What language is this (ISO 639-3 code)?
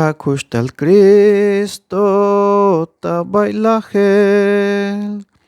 tzh